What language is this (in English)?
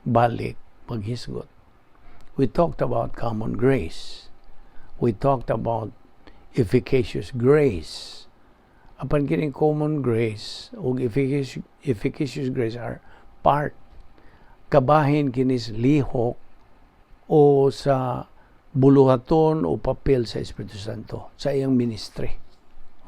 Cebuano